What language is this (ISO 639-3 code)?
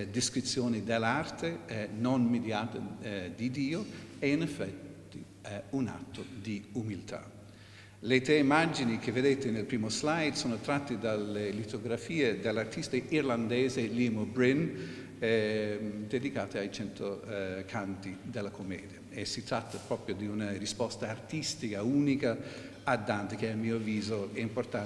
ita